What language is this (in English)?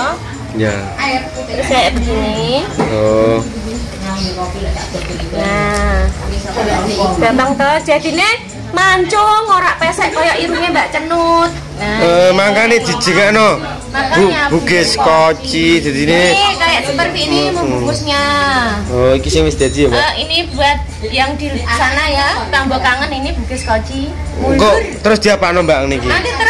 Javanese